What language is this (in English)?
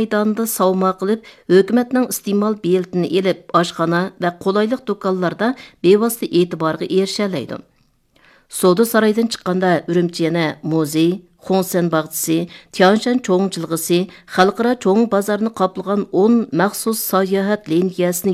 Uyghur